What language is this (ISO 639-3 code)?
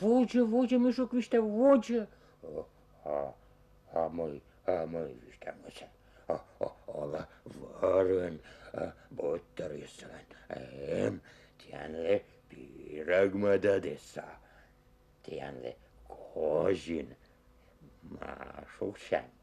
kom